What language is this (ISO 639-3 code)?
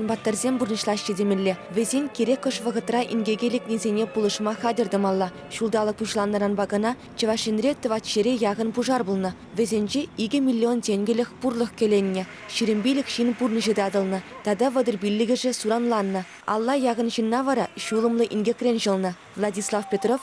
chv